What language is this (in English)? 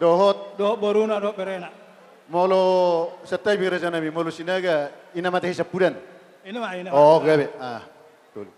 Batak Toba